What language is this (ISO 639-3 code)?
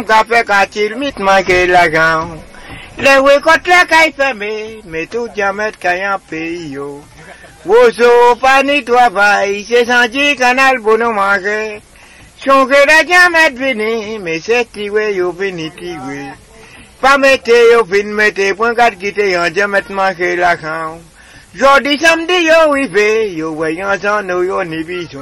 acf